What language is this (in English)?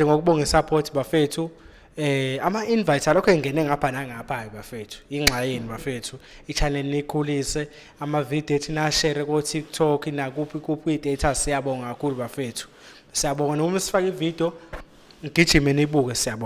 Zulu